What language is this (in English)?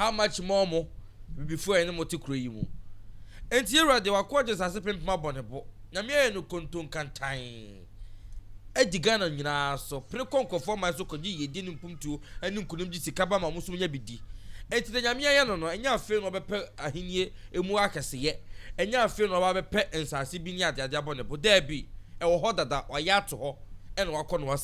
Akan